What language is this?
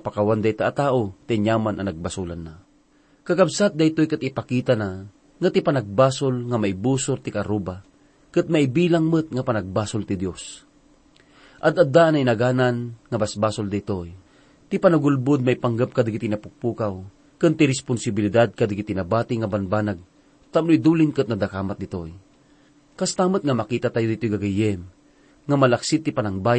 Iloko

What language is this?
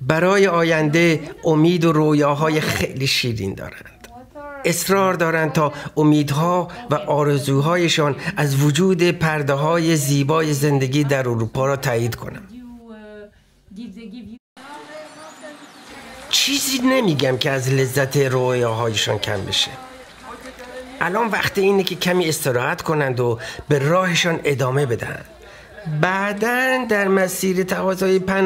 Persian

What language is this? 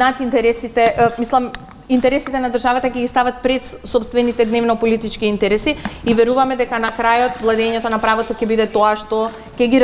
Macedonian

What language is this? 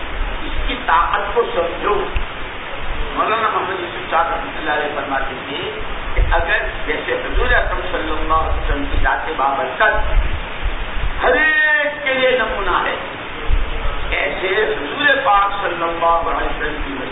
Urdu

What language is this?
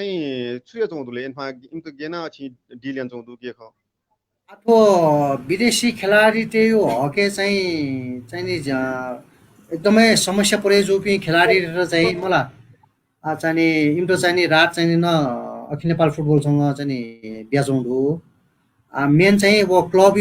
Newari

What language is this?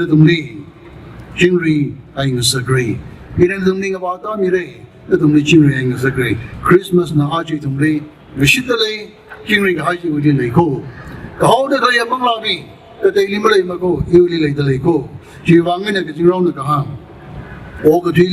Tangkhul Naga (India)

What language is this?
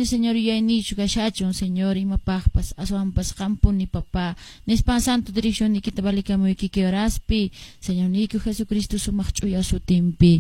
Quechua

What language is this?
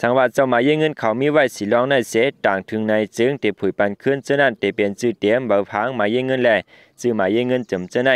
Shan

